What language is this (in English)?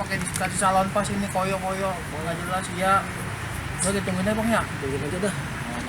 Betawi